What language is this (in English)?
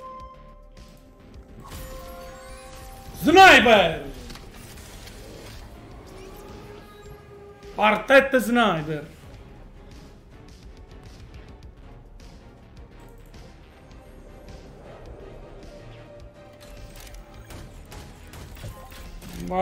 Italian